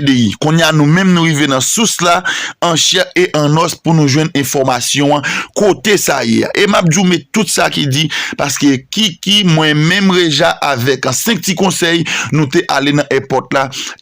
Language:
Haitian Creole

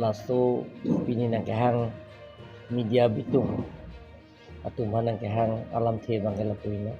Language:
Karbi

